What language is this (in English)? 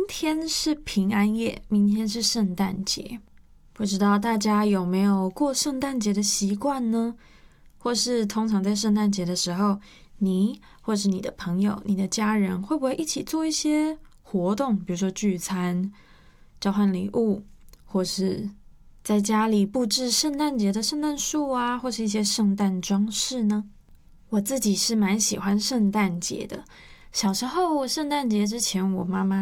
Chinese